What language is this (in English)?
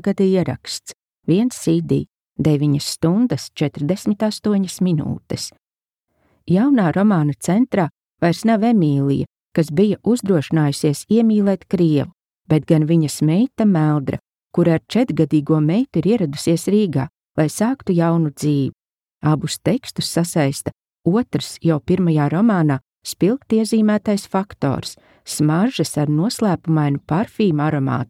Latvian